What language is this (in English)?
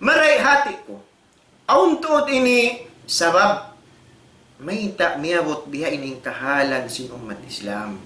Tausug